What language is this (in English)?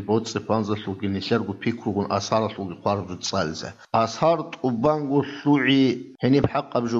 Avaric